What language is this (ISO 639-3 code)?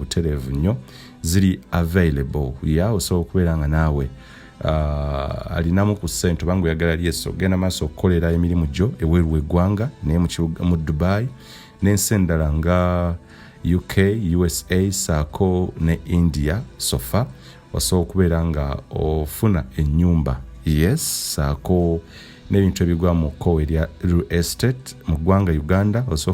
lug